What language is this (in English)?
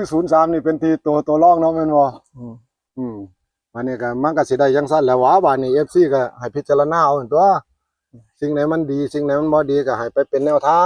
Northeastern Thai